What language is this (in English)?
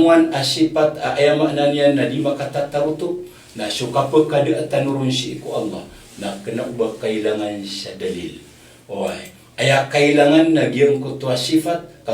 Maranao